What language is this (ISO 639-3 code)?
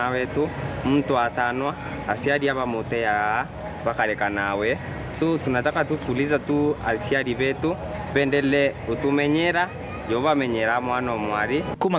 mer